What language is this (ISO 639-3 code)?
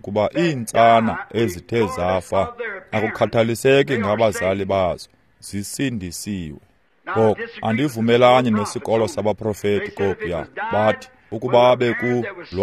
xho